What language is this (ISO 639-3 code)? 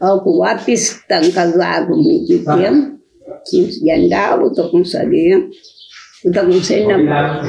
kea